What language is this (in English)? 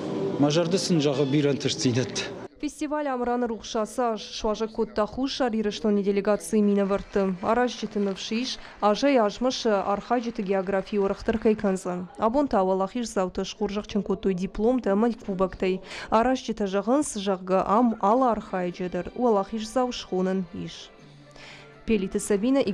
Ossetic